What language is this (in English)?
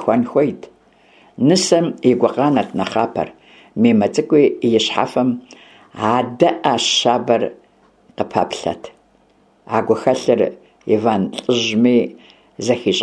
Kabardian